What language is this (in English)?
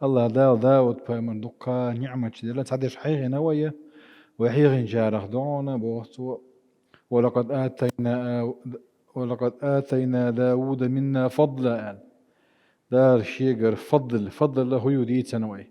Chechen